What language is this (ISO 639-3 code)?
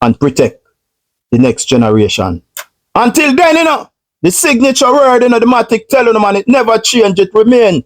jam